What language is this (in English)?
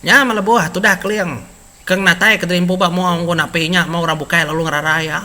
Iban